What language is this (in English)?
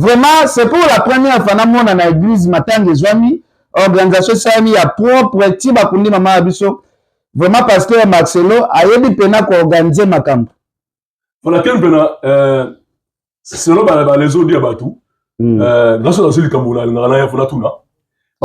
Lingala